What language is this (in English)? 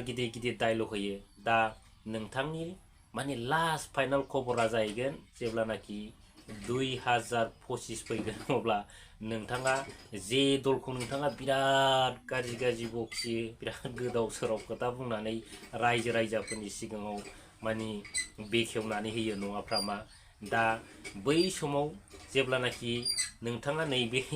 Bodo